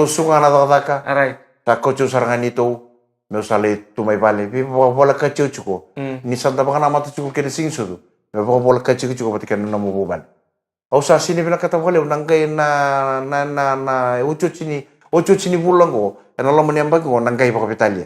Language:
Fijian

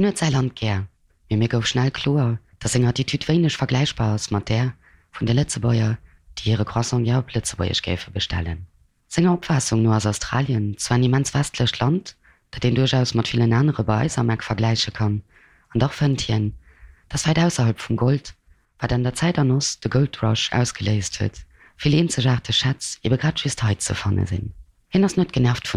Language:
Luxembourgish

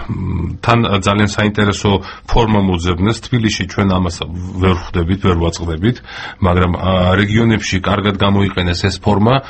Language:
Georgian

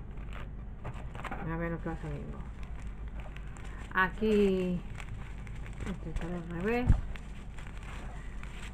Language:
Spanish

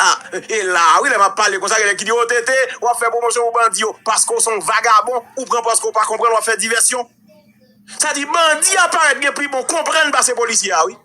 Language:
Haitian Creole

